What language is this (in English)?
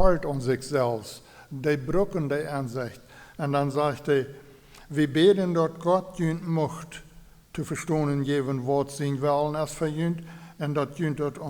Plautdietsch